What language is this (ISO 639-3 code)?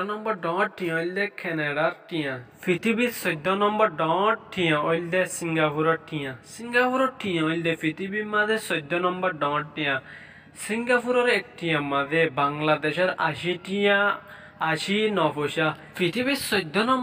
rhg